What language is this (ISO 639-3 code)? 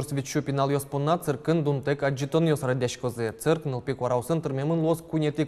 udm